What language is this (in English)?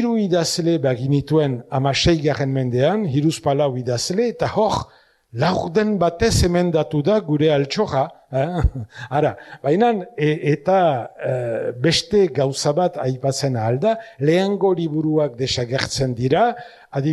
Basque